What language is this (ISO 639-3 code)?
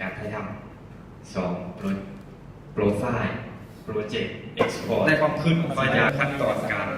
lao